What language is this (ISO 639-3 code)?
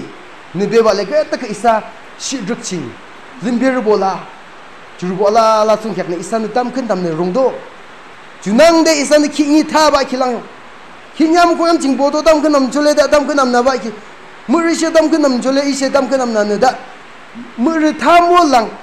yim